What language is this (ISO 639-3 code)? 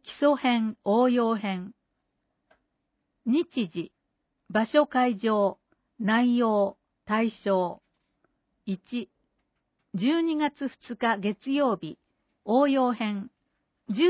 jpn